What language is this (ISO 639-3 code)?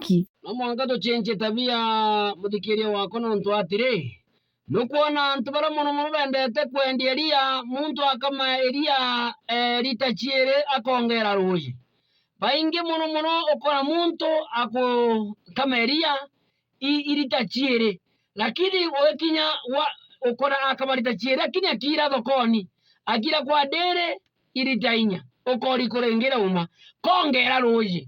mer